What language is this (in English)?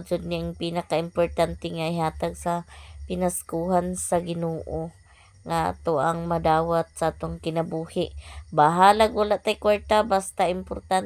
Cebuano